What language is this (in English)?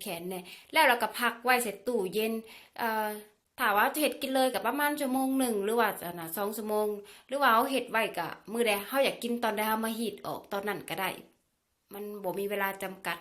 Lao